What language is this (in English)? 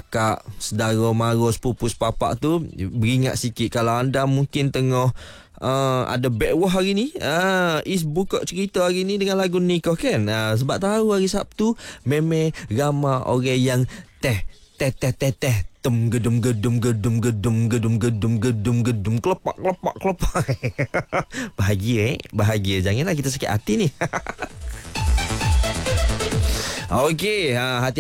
Malay